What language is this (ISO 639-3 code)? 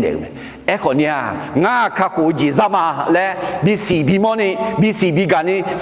ahk